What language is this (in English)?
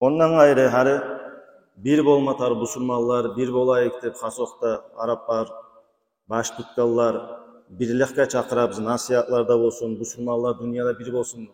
Kumyk